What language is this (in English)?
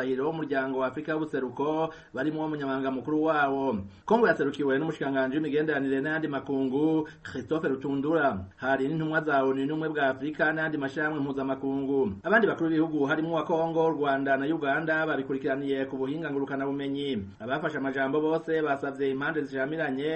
Rundi